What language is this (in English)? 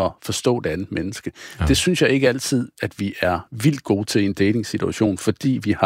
Danish